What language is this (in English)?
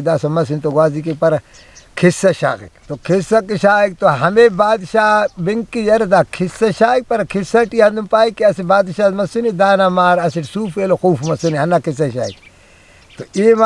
Brahui